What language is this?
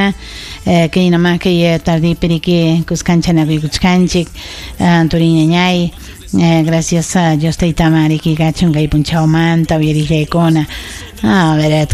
Ayacucho Quechua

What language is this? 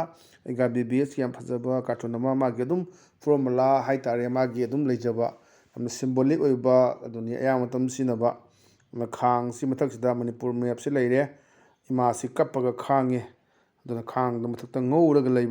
Manipuri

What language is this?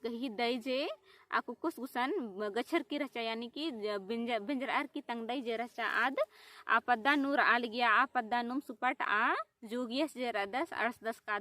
Kurukh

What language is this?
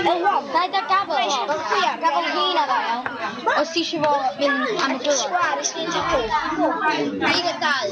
Welsh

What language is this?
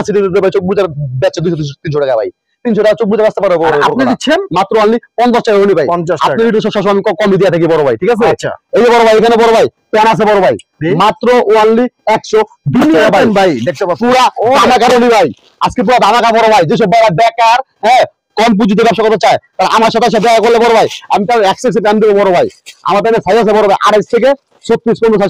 Bangla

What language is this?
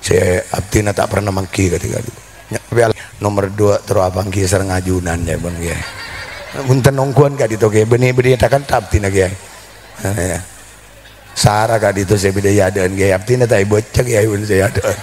Madurese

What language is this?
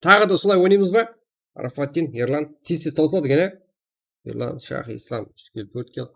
Kara-Kalpak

